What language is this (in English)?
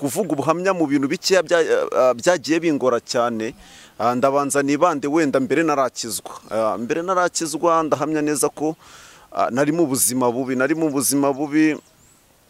Kinyarwanda